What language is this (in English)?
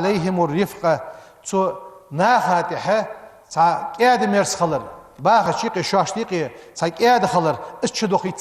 Ingush